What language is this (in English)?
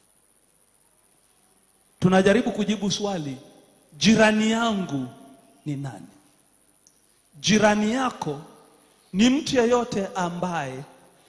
Swahili